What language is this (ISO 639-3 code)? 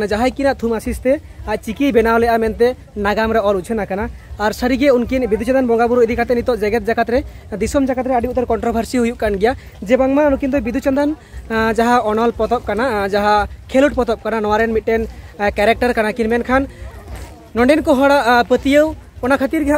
sat